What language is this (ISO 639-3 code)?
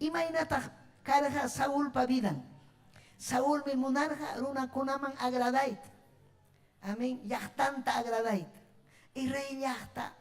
quy